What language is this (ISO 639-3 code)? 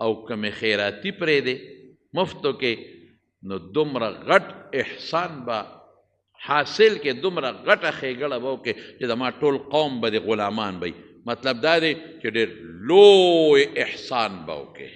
pus